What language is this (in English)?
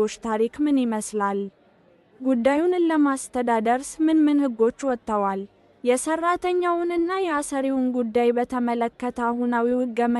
Amharic